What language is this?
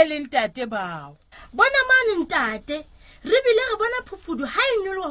Southern Sotho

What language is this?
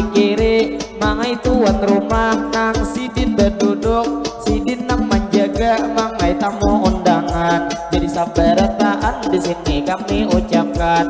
Banjar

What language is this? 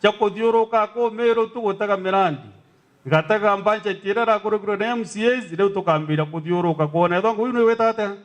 Meru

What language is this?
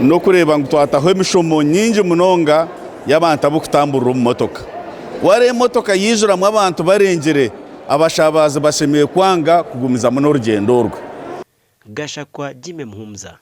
Nyankole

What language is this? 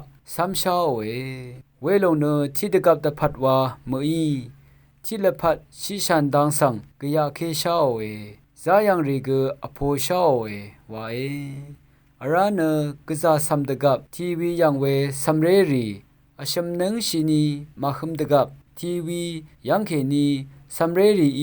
Rawang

